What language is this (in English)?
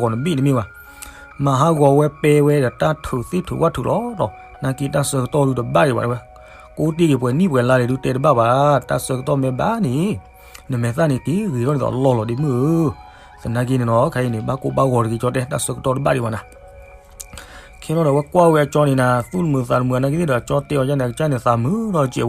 S'gaw Karen